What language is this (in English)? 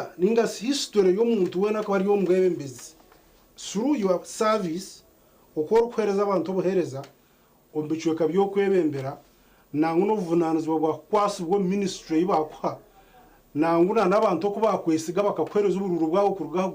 Nyankole